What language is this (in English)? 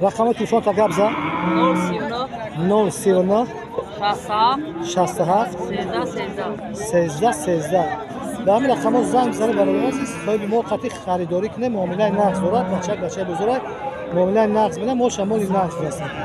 Tajik